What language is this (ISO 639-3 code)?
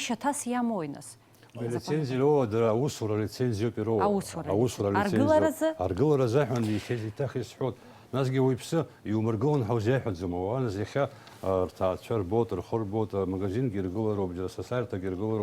abk